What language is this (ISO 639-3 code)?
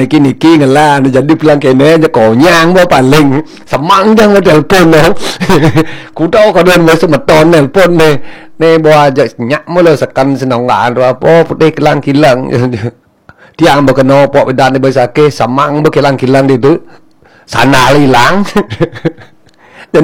ban